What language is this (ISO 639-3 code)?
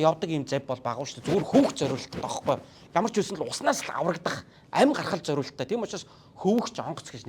mon